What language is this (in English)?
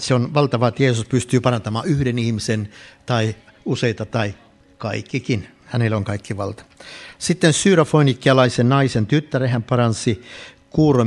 Finnish